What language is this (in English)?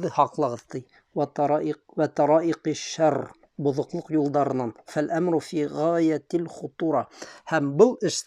Bashkir